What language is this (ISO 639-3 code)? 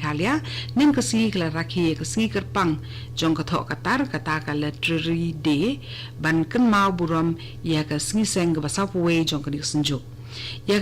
kha